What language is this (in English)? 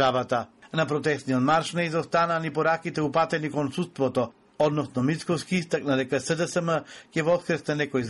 Macedonian